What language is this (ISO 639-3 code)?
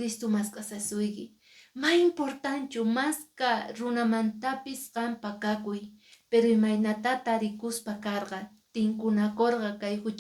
que